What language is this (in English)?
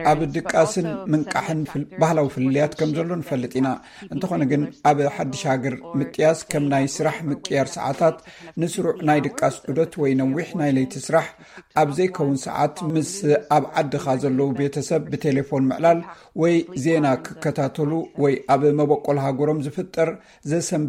Tigrinya